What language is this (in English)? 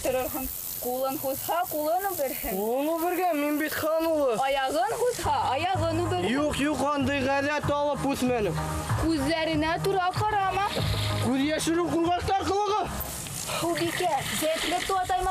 Bashkir